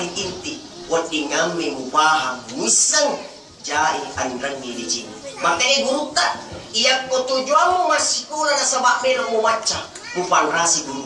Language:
Buginese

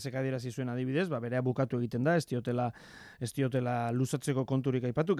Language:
Basque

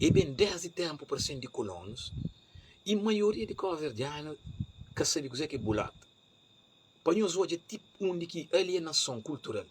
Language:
Kabuverdianu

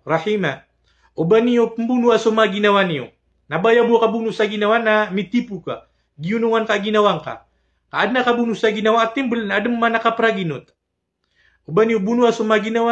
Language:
Maranao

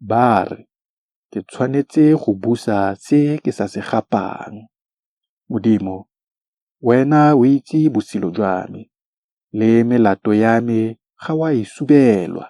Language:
Tswana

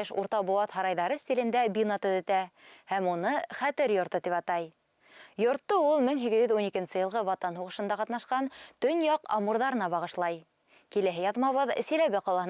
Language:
Bashkir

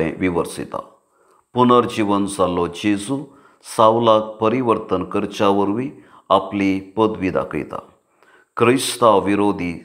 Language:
Konkani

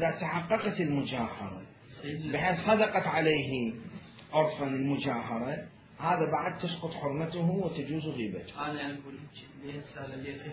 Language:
Mesopotamian Arabic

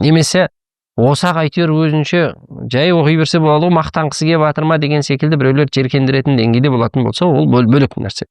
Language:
Kazakh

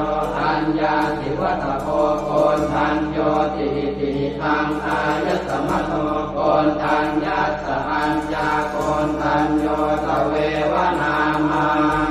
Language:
Pali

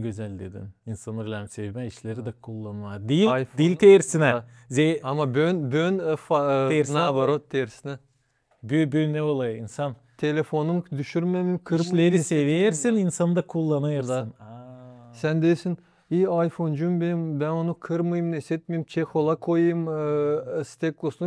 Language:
Gagauz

